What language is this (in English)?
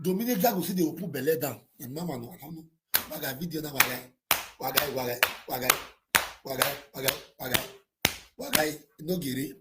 Nigerian Pidgin